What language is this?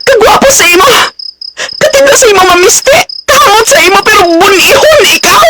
Hiligaynon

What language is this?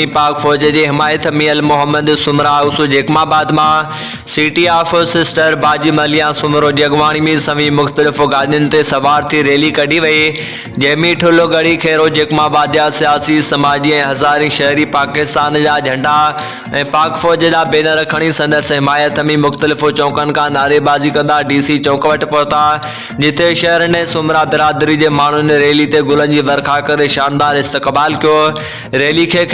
Sindhi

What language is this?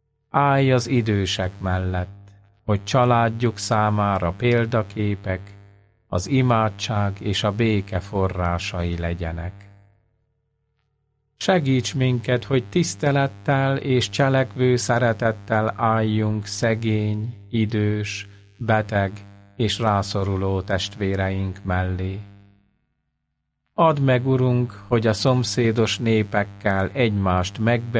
Hungarian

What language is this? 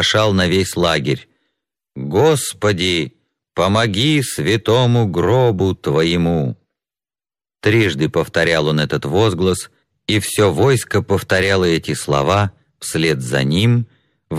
Russian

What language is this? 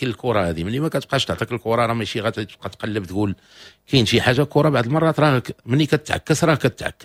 Moroccan Arabic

